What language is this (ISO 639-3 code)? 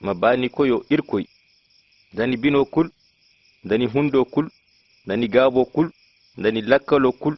ses